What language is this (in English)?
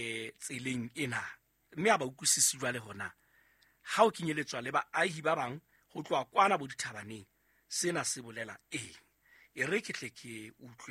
Southern Sotho